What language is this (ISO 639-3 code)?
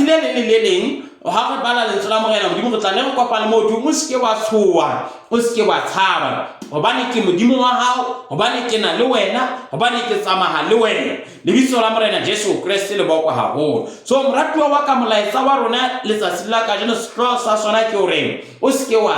sot